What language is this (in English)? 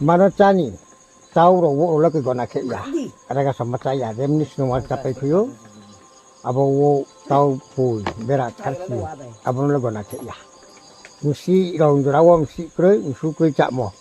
Riang (India)